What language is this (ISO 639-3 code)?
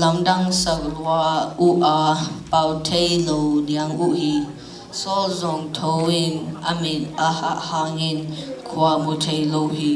ctd